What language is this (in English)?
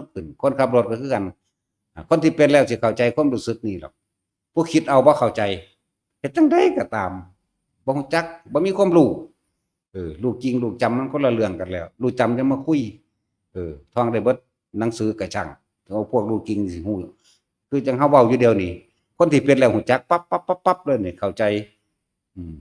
Northeastern Thai